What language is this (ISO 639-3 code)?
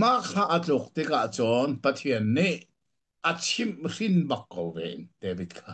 cnh